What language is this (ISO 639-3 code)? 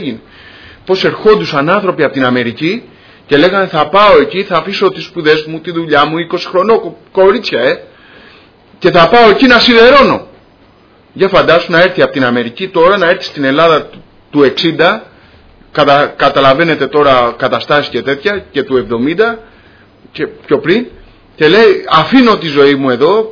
ell